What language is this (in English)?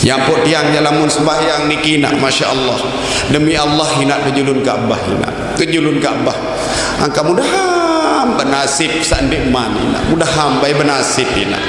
Sasak